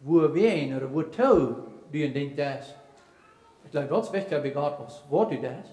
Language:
Plautdietsch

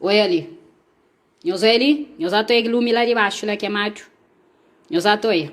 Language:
Kabuverdianu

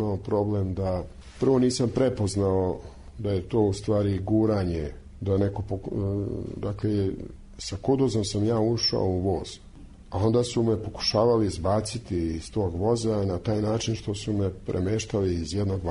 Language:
Serbian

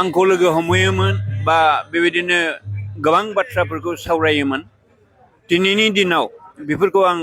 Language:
Bodo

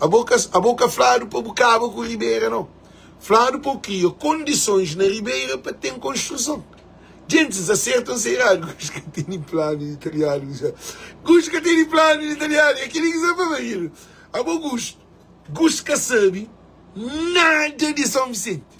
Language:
Kabuverdianu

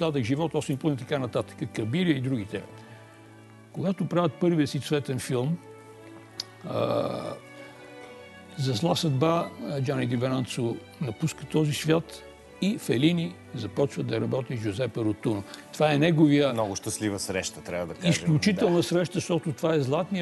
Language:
Bulgarian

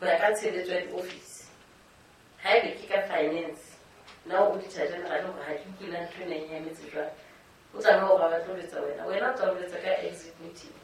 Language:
Southern Sotho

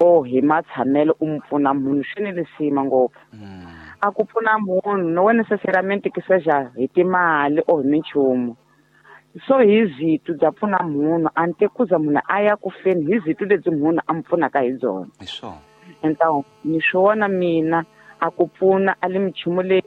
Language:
Tsonga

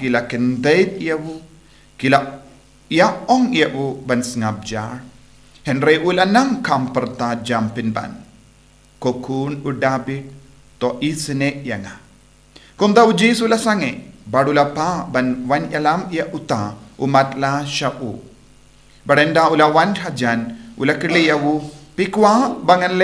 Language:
Khasi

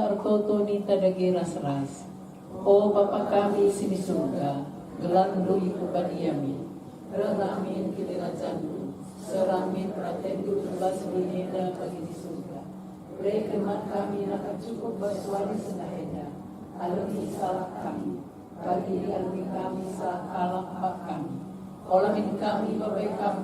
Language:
Batak Karo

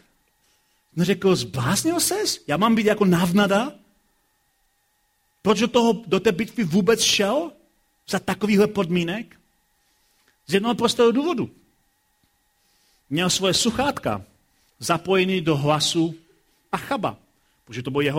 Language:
Czech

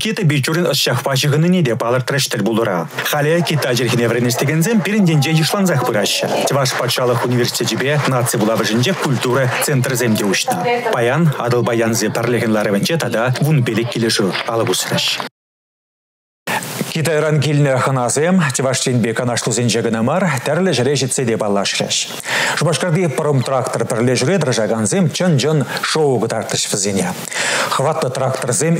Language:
Chuvash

